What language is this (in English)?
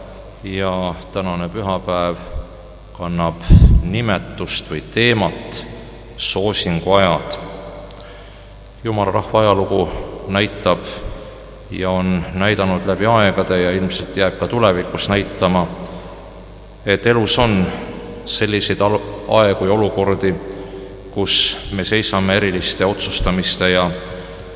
Estonian